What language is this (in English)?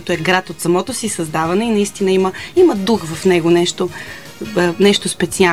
Bulgarian